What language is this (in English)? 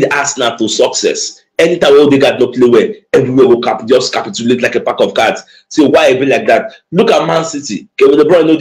Nigerian Pidgin